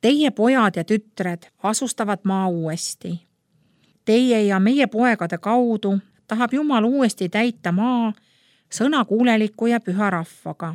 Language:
Estonian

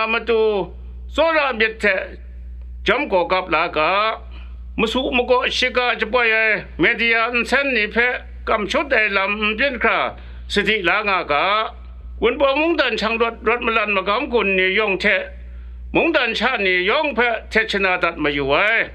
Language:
Kachin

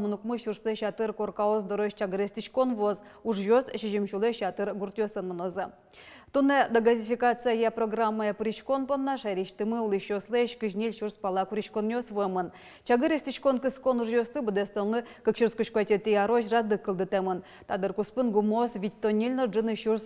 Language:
Udmurt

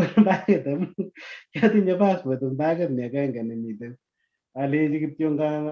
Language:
Kalenjin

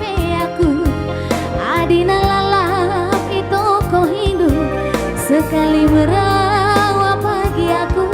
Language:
Batak Karo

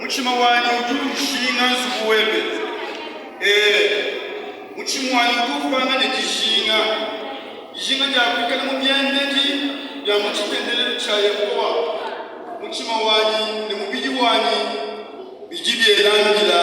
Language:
Luba-Lulua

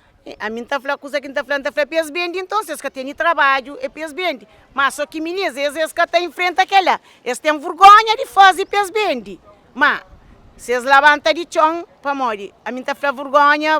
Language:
Kabuverdianu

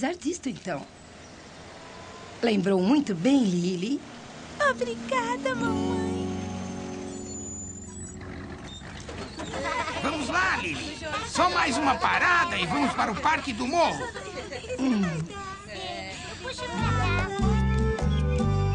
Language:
Portuguese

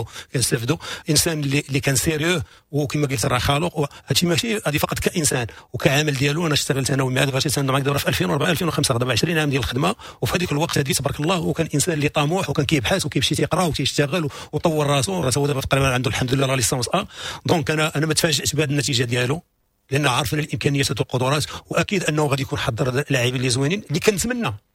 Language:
Moroccan Arabic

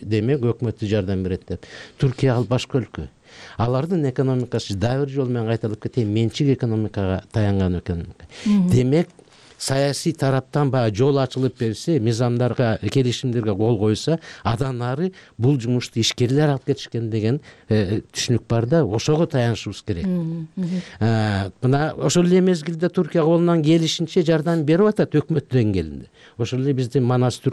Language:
Kyrgyz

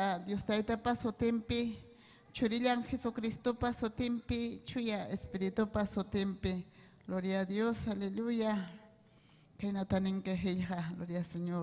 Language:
Ayacucho Quechua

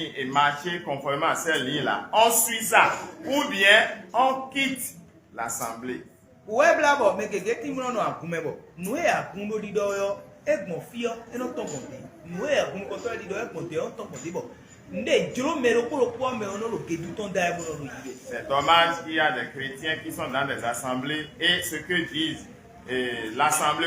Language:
Fon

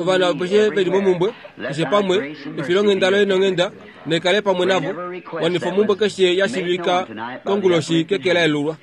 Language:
Kuanyama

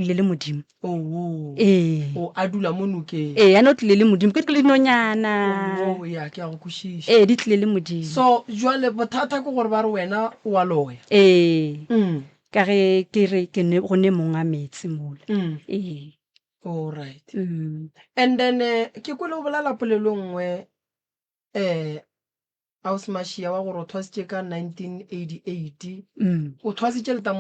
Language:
Northern Sotho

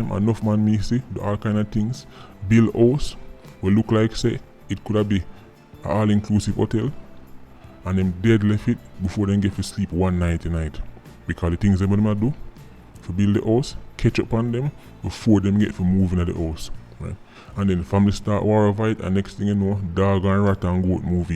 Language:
Jamaican Creole English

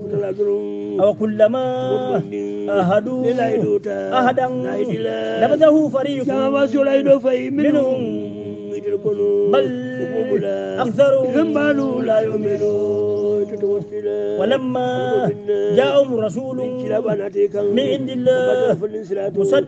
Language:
Hausa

